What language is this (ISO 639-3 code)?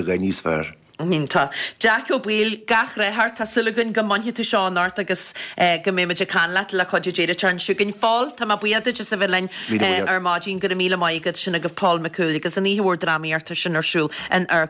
gle